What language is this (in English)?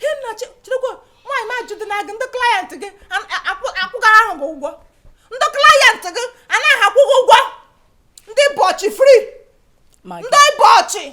Igbo